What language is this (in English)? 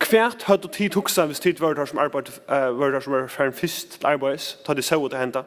Faroese